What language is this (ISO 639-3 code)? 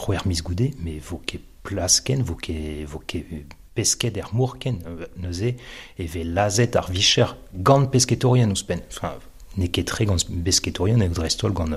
bre